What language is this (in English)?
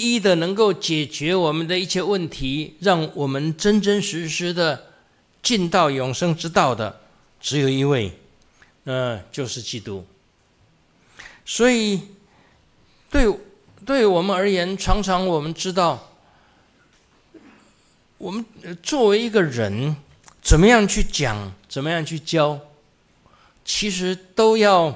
Chinese